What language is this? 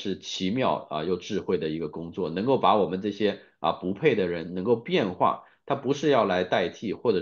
Chinese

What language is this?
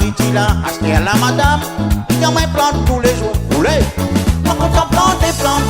Réunion Creole French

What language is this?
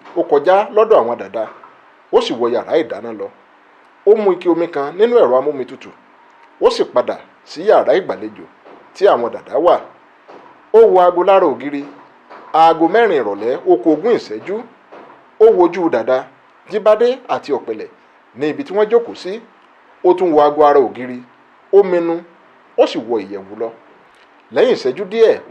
Yoruba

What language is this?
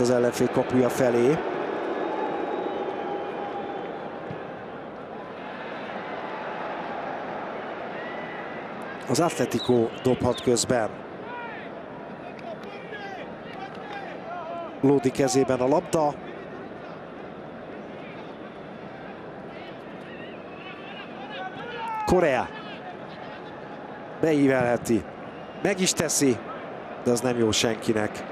Hungarian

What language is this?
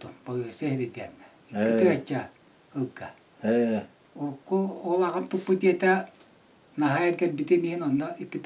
Yakut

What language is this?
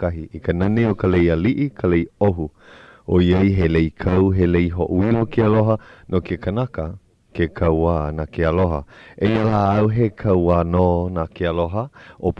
Hawaiian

